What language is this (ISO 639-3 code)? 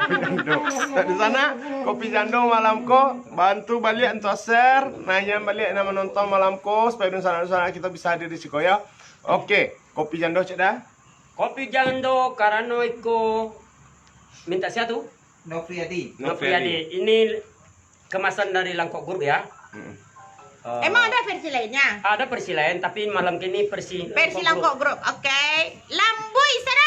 min